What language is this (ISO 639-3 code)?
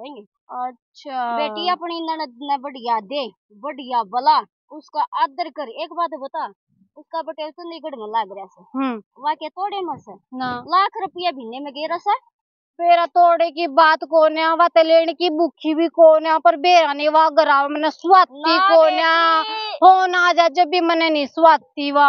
bgc